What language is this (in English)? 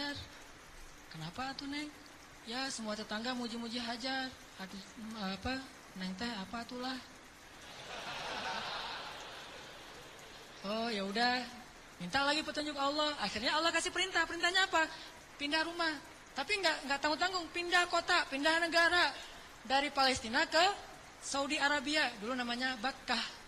Indonesian